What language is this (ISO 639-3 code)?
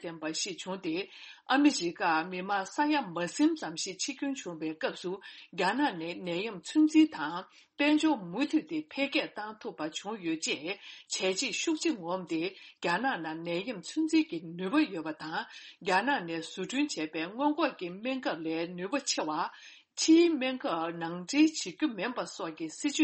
bod